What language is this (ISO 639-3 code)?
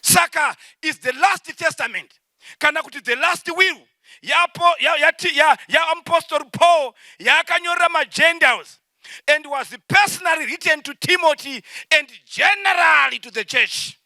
sna